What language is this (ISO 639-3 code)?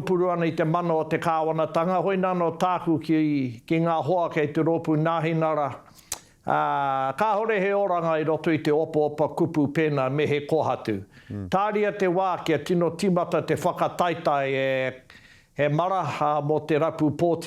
mri